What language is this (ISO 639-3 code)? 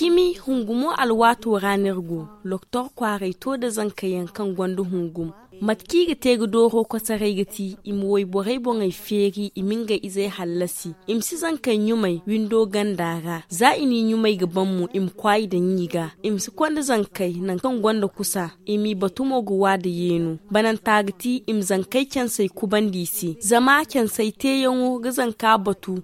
dje